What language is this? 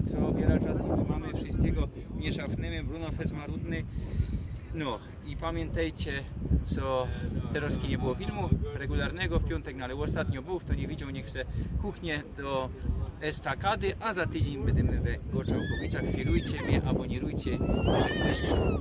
Silesian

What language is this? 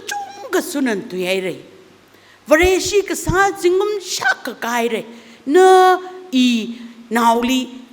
Tangkhul Naga (India)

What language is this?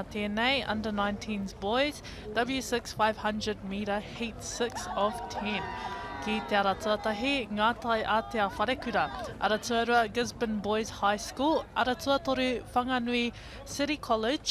Māori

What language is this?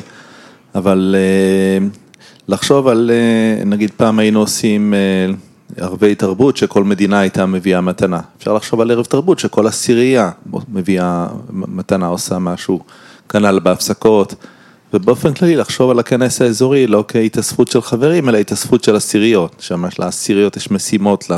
Hebrew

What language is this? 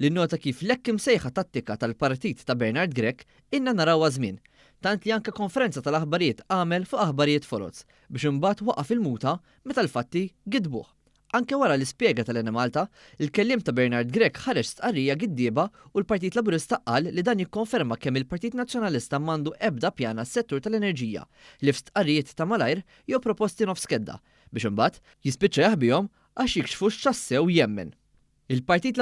Maltese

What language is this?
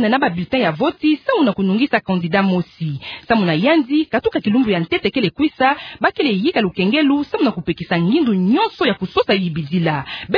Kituba (Democratic Republic of Congo)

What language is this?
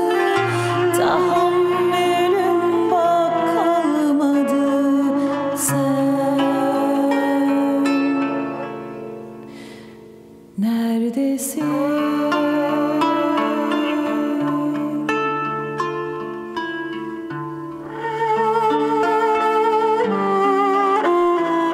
Turkish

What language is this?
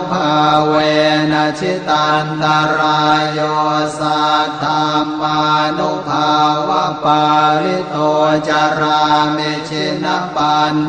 Pali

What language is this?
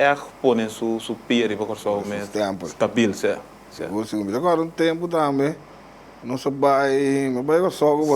Papiamento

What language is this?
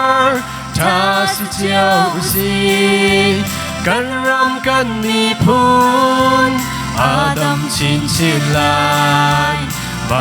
Hakha Chin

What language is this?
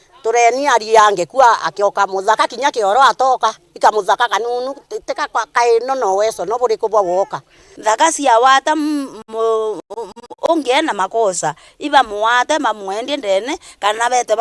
Meru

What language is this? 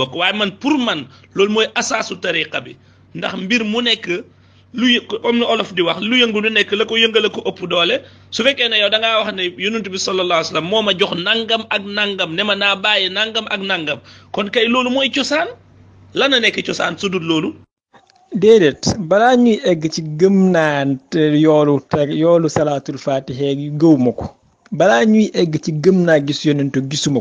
Wolof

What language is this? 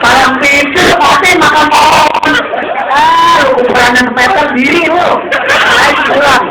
Betawi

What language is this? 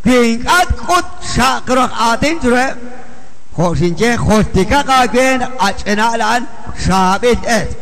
Kekchí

